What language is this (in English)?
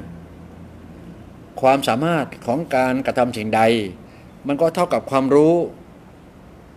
Thai